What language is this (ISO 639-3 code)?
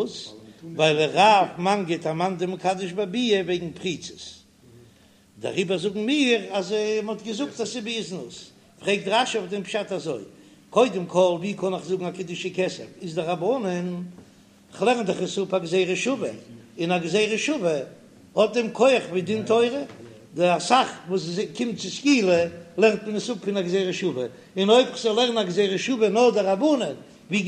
yid